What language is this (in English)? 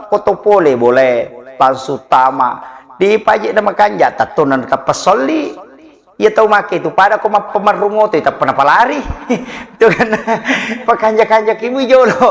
Buginese